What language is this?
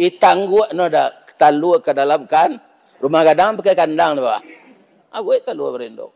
Minangkabau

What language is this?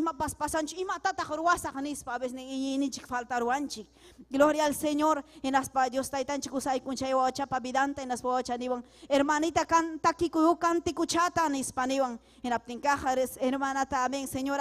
Ayacucho Quechua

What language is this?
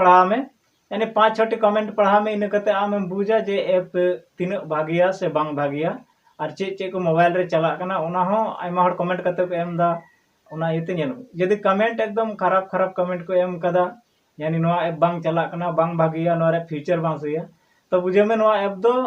Santali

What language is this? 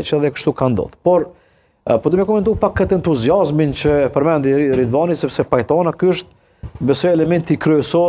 Albanian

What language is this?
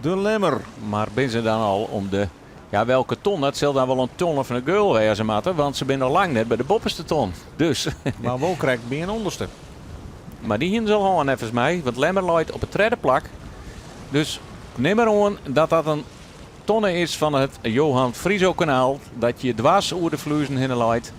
Western Frisian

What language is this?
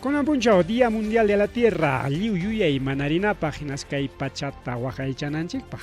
Ayacucho Quechua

